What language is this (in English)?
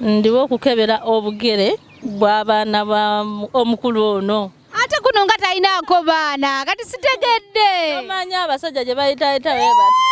Ganda